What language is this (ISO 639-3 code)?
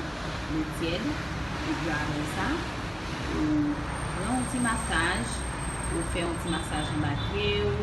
hat